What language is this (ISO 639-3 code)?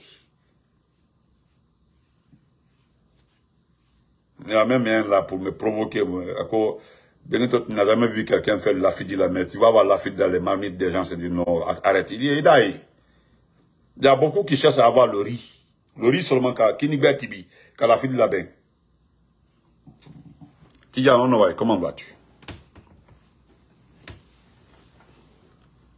fra